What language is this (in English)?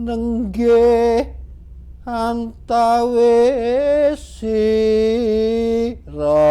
Javanese